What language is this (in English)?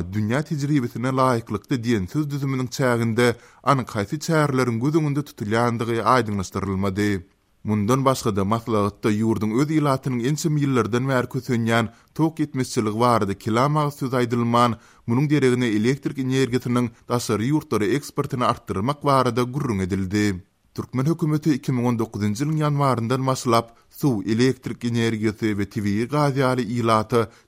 Turkmen